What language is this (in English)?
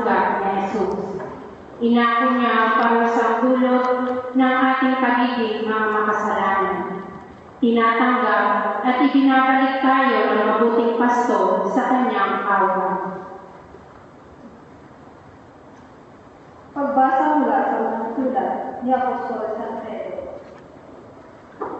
Filipino